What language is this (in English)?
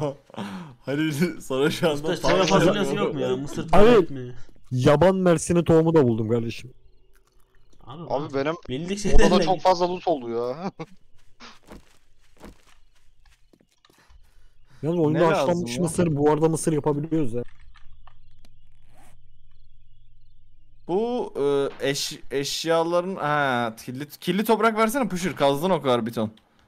Turkish